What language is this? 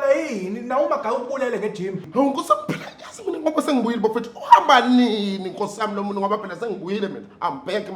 Zulu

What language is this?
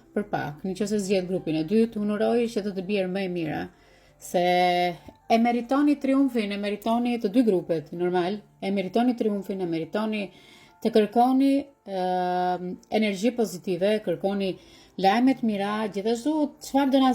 Albanian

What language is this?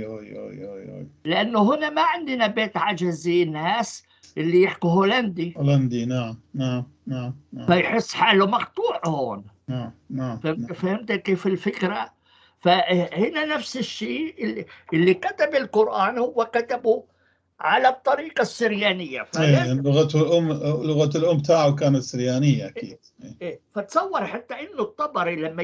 North Levantine Arabic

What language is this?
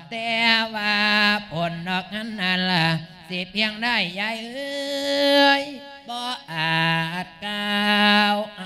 Lao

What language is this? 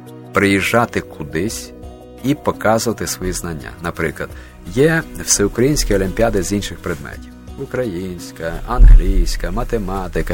Ukrainian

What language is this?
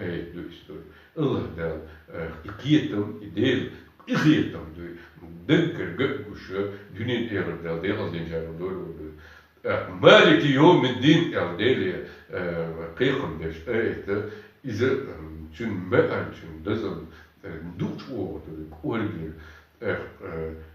Chechen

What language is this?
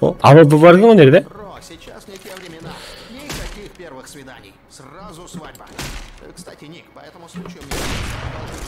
Kara-Kalpak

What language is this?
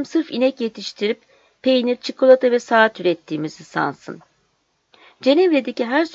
Turkish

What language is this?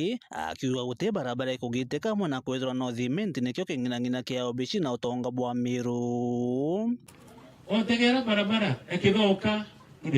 Meru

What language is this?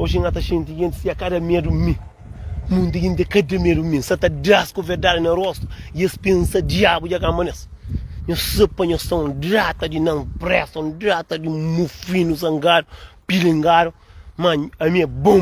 Kabuverdianu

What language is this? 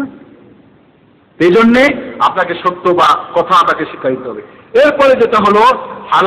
Bangla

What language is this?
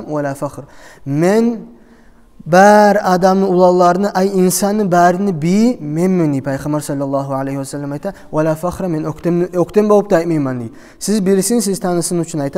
Kumyk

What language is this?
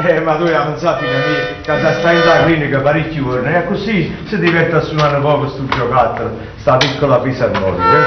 Neapolitan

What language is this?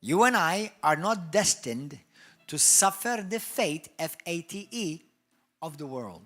English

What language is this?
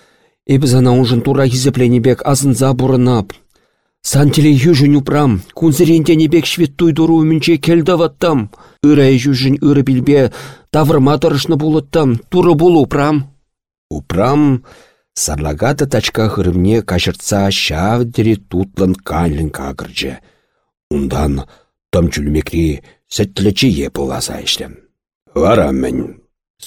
Chuvash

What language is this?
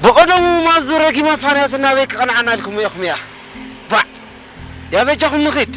Tigrinya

